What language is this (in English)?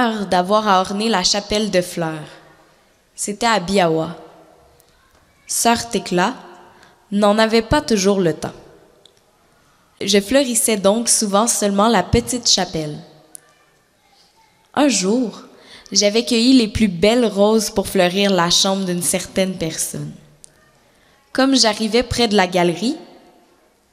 French